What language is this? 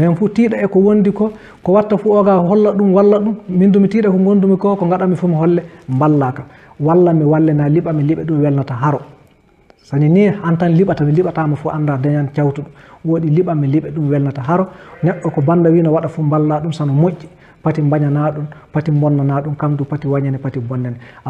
Fula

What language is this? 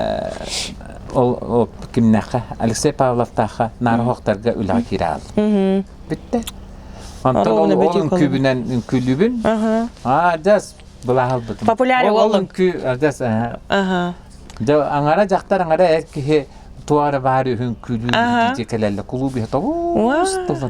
Yakut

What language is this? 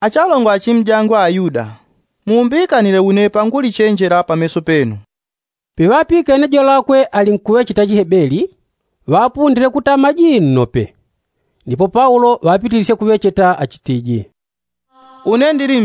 Yao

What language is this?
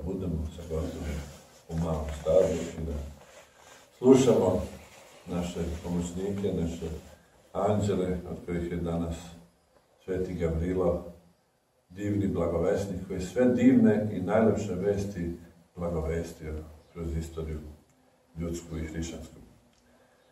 Serbian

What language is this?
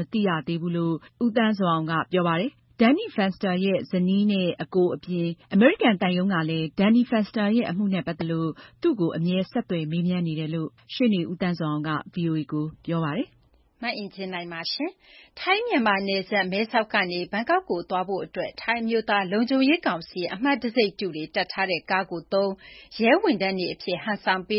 Burmese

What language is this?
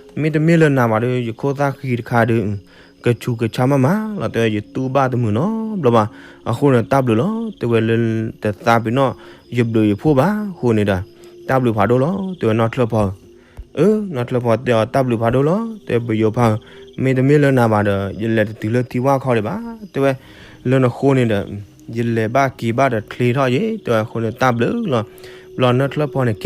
S'gaw Karen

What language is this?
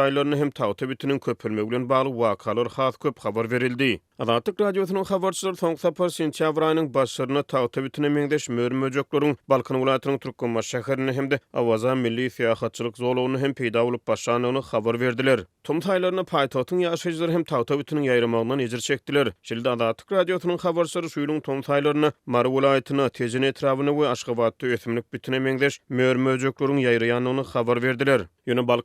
Turkmen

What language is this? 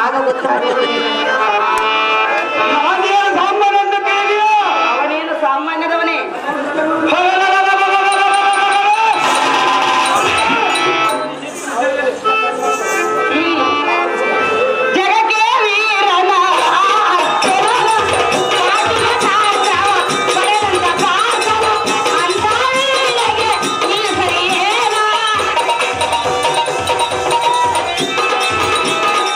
Kannada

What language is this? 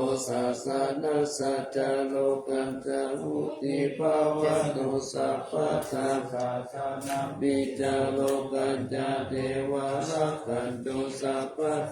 Pali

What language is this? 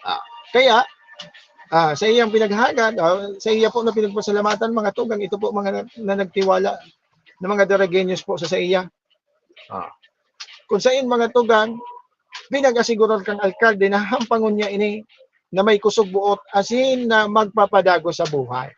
Bikol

